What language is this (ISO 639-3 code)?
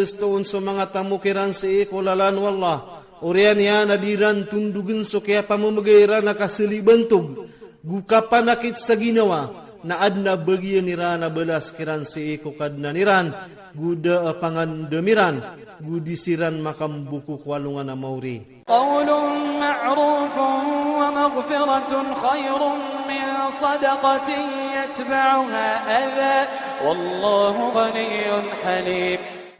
ilp